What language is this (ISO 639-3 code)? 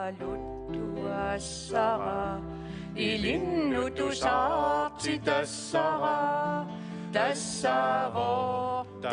kal